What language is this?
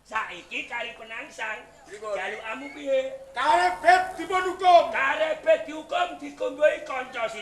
Javanese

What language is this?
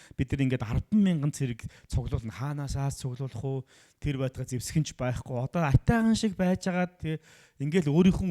Mongolian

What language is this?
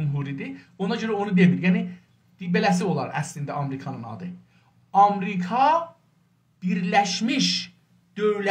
South Azerbaijani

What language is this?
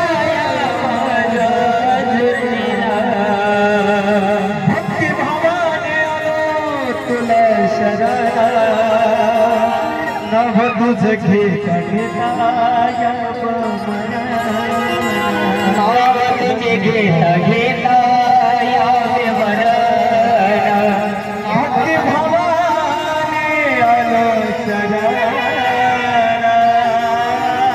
Marathi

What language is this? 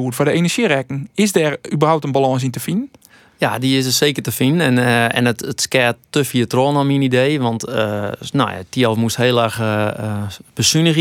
Western Frisian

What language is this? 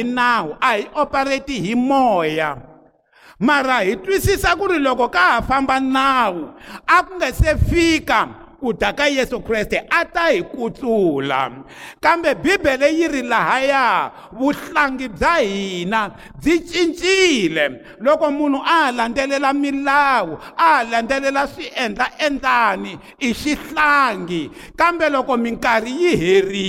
Tsonga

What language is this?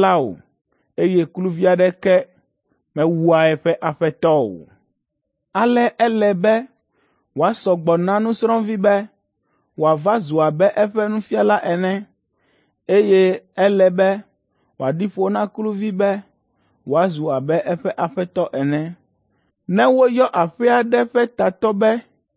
Ewe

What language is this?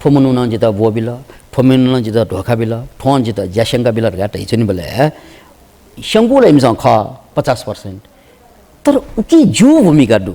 Newari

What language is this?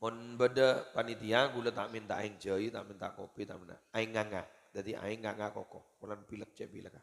Madurese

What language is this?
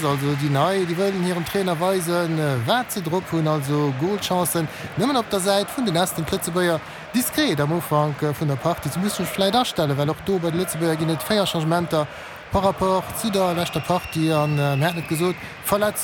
Luxembourgish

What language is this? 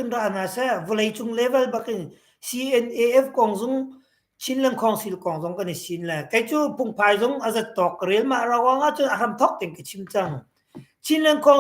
Hakha Chin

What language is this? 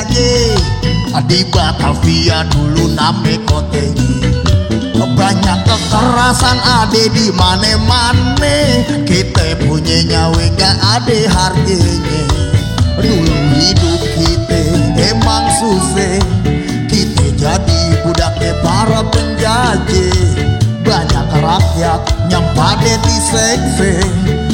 Betawi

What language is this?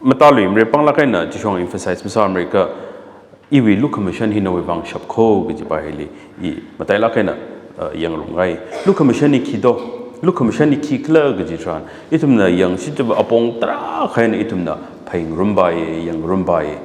Tangkhul Naga (India)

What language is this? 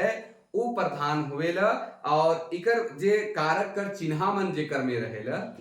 Sadri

